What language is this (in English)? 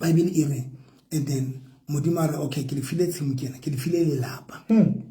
Southern Sotho